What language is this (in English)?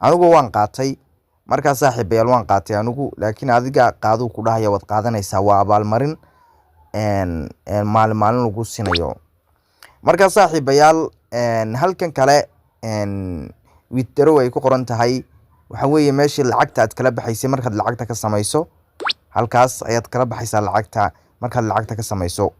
Somali